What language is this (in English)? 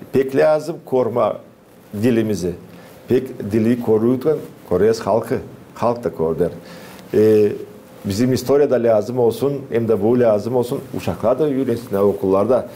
Gagauz